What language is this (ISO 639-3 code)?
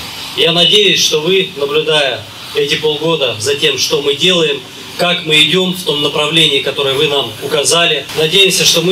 rus